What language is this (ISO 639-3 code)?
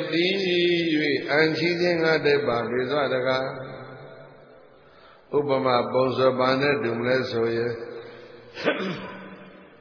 mya